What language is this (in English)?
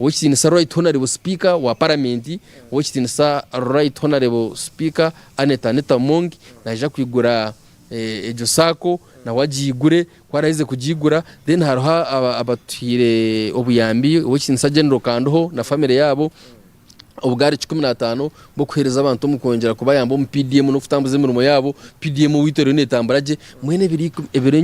Nyankole